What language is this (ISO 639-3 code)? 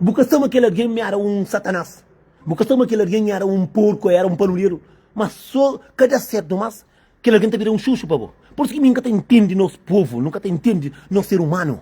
kea